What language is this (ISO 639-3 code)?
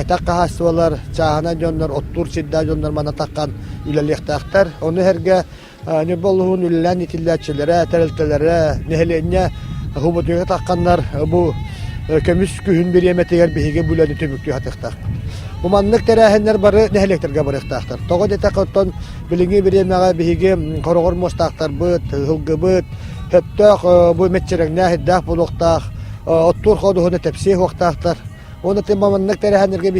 sah